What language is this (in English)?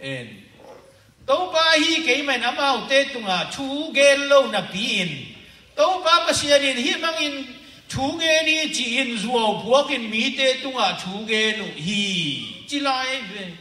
Tedim Chin